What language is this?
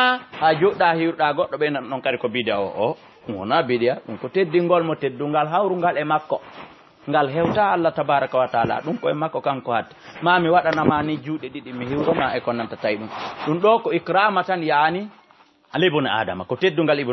Fula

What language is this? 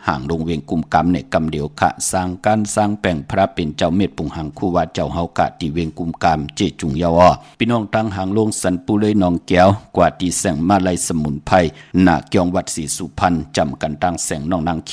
Shan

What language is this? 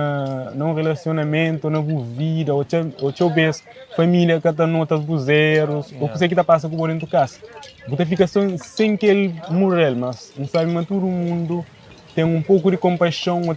Kabuverdianu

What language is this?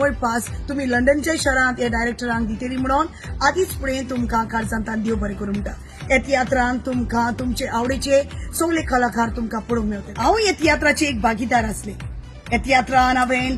Konkani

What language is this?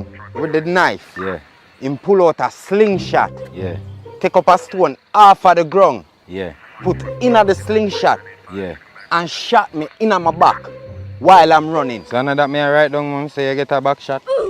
Jamaican Creole English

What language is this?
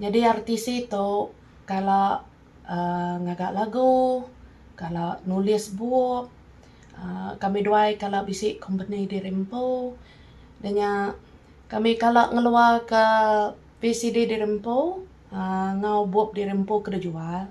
Iban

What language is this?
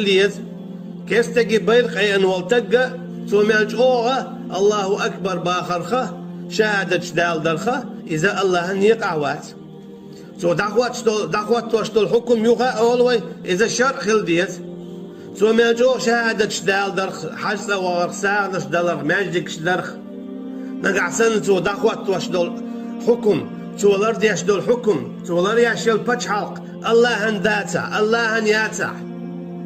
Chechen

